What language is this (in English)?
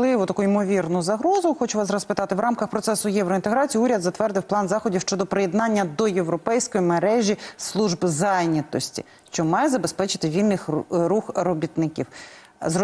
Ukrainian